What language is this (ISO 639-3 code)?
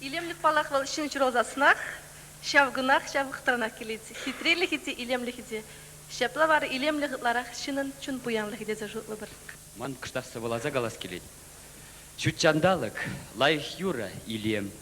chv